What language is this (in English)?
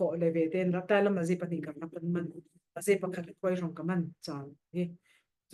Falam Chin